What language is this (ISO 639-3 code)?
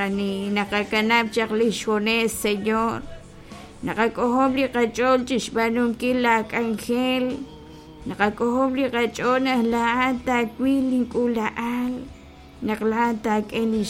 kek